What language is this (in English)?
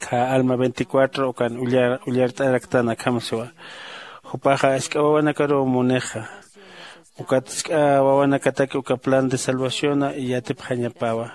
Aymara